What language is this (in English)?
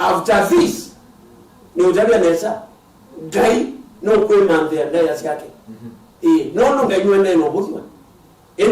Kamba